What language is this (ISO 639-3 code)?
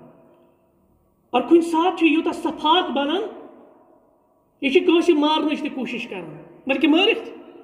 kas